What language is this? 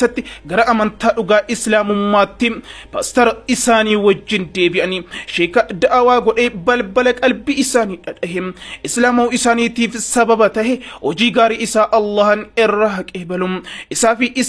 Oromo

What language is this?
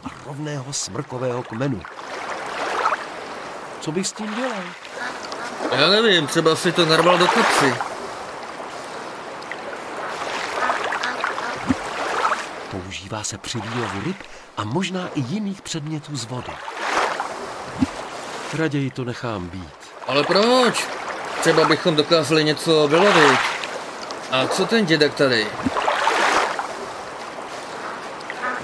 Czech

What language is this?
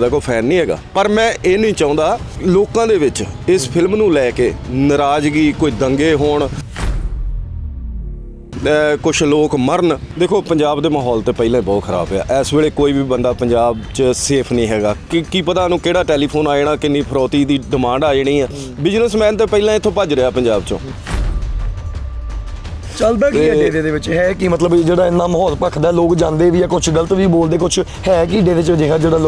Punjabi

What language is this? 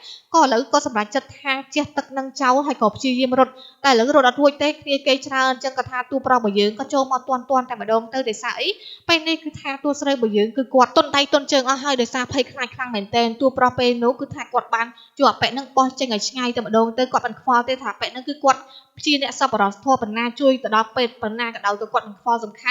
Khmer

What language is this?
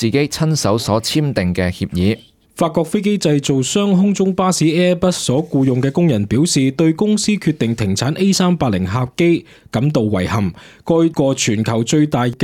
Cantonese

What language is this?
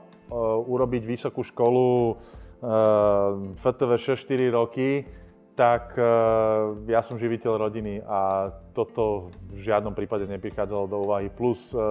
Slovak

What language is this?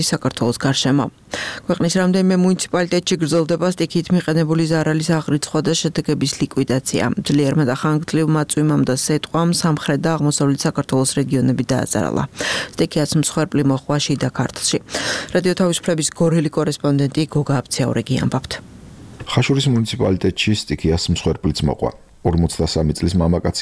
Georgian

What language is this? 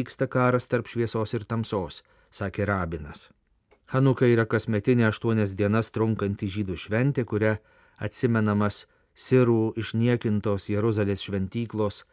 Lithuanian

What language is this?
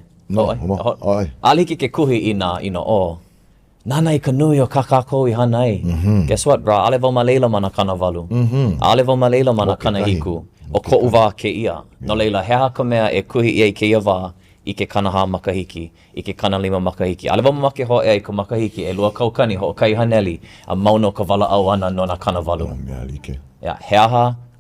Hawaiian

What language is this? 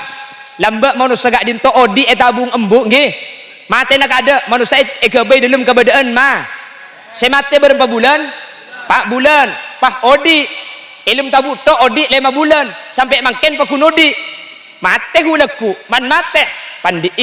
Madurese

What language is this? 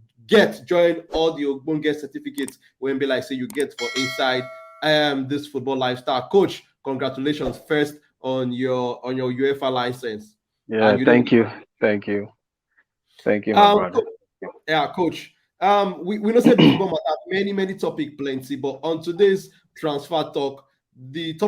Nigerian Pidgin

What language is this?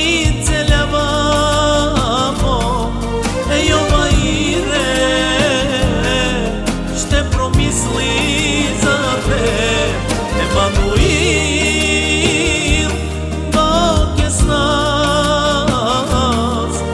Bulgarian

